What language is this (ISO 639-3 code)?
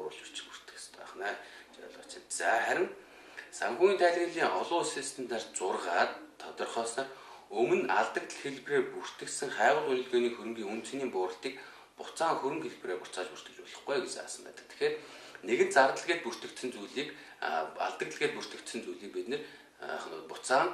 mon